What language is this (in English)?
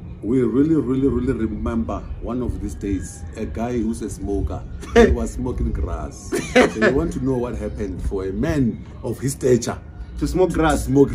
Venda